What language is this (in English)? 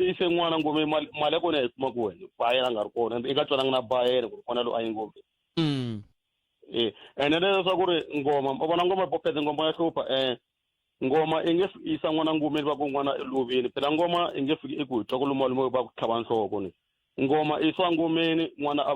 Tsonga